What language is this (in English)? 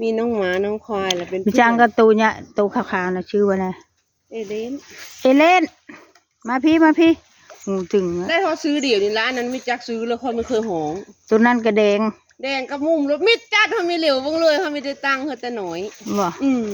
Northeastern Thai